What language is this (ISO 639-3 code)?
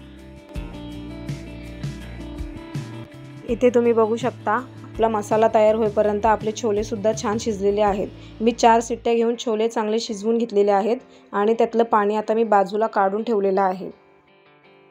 mar